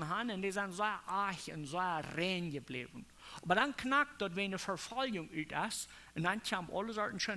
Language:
Plautdietsch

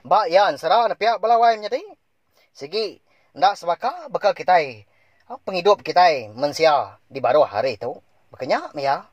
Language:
Iban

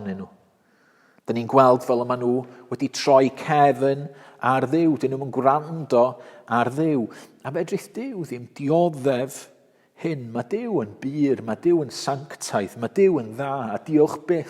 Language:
Welsh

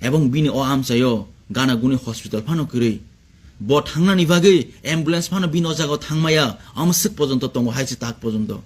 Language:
Kok Borok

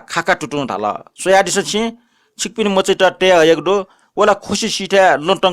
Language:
Newari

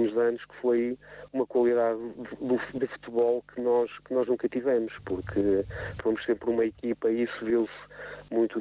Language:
Portuguese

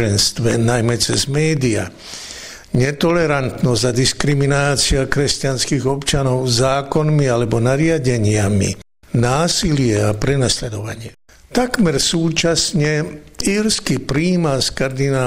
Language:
Slovak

